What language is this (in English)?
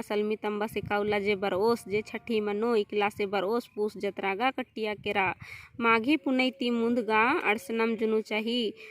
Kurukh